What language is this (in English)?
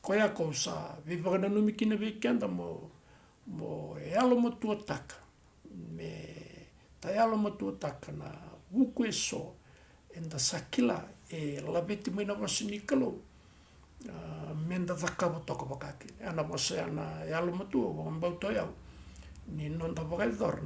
Fijian